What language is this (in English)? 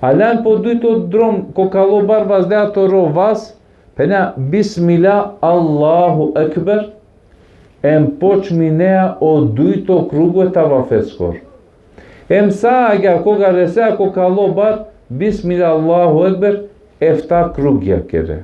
Balkan Romani